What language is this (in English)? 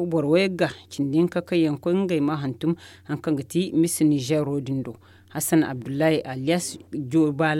Zarma